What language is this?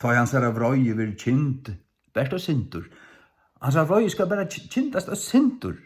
Faroese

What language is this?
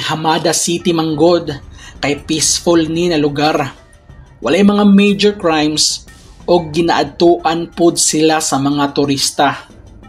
Cebuano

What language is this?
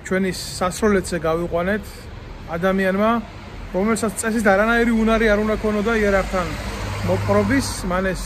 Georgian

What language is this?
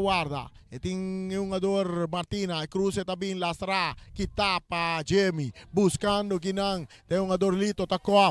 Papiamento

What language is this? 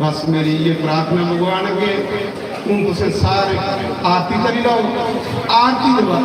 Dogri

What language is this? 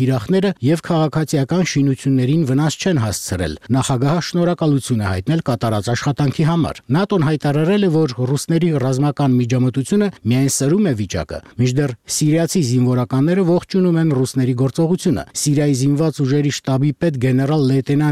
Armenian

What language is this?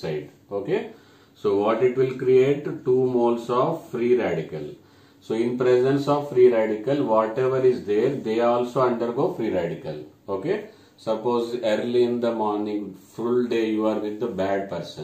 English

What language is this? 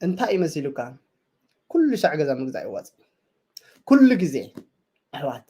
Tigrinya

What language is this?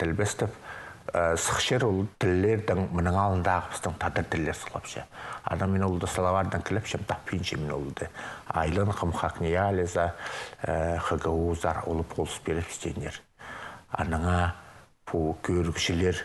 Khakas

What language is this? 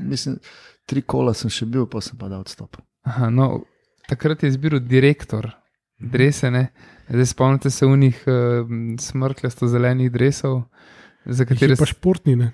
Slovenian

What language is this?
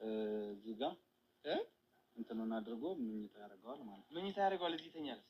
Amharic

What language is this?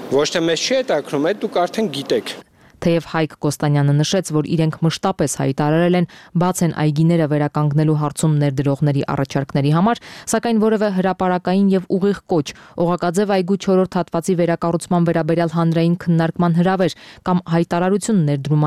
Armenian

